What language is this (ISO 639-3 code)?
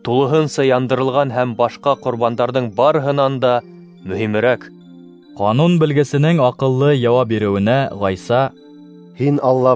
bak